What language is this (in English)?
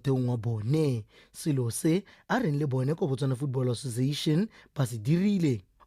Tswana